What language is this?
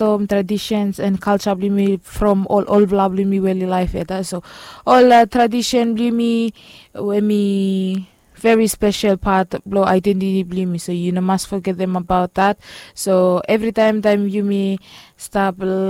Bislama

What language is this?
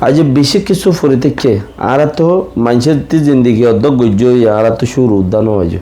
Rohingya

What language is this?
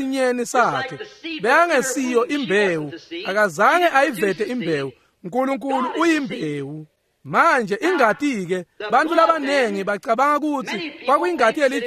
Swati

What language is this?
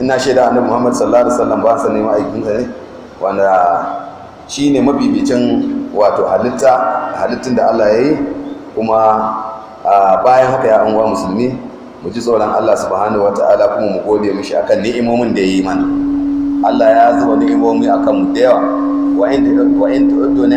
Hausa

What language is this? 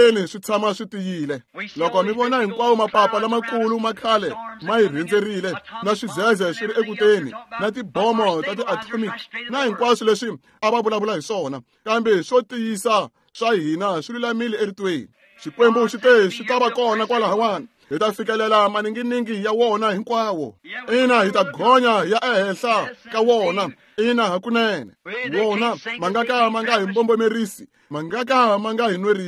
Tsonga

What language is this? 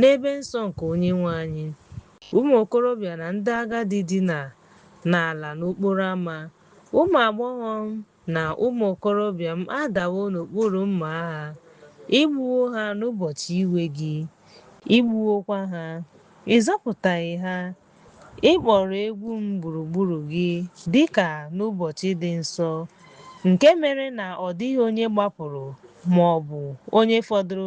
Igbo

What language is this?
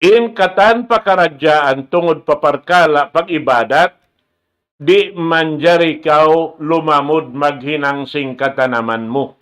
Tausug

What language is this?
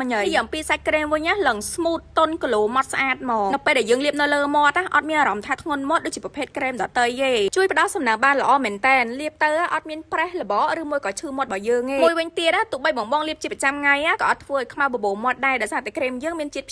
Khmer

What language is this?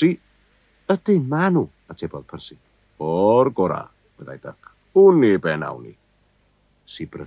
Welsh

